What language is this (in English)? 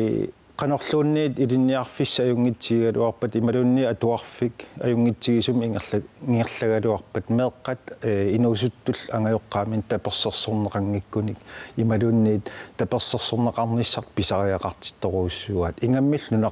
Kalaallisut